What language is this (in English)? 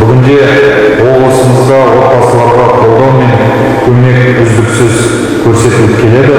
Kazakh